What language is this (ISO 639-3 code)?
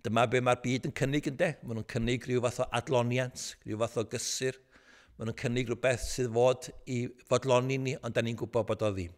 cym